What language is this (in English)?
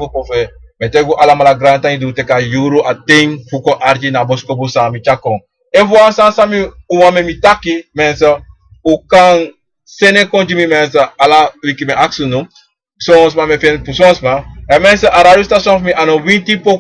Sranan Tongo